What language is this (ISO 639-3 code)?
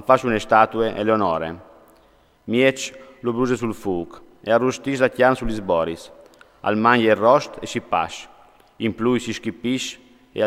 fur